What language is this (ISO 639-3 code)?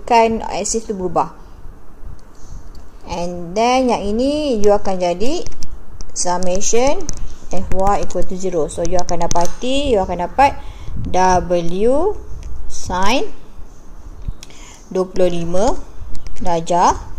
msa